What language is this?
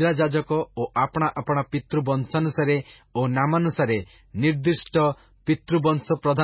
Odia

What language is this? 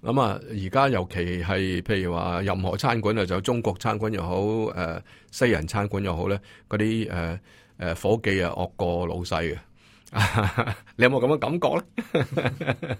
Cantonese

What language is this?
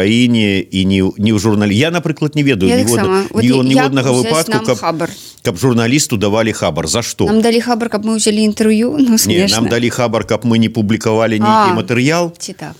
Belarusian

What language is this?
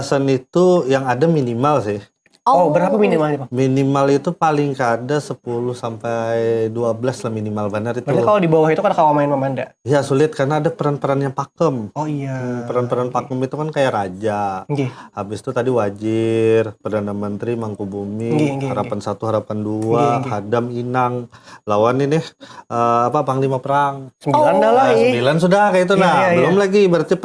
Banjar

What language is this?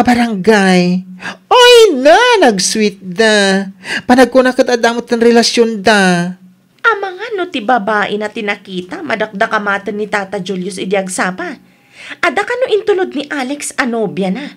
Iloko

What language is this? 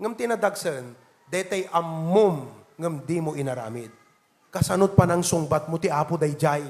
Iloko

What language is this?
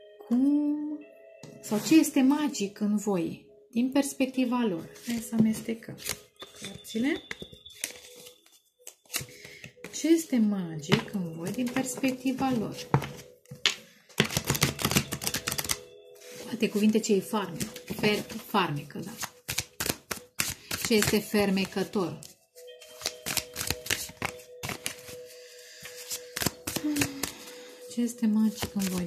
Romanian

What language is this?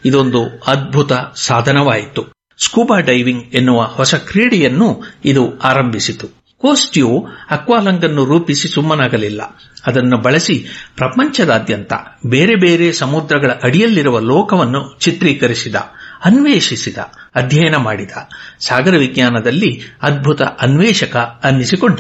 Kannada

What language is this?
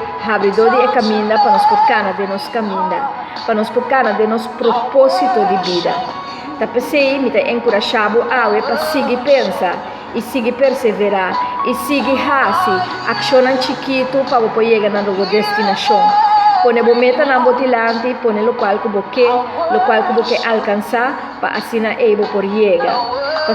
Papiamento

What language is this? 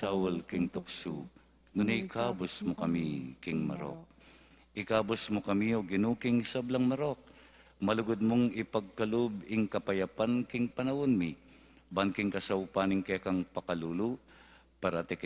Pampanga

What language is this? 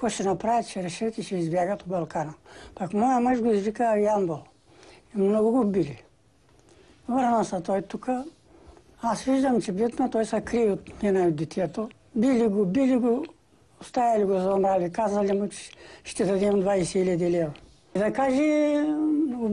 Bulgarian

